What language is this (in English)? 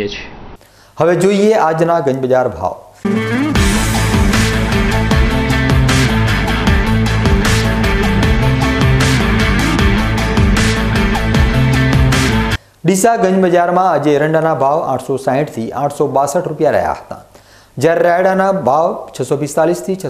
Gujarati